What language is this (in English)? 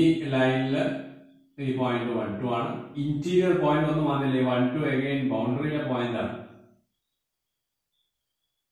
Malayalam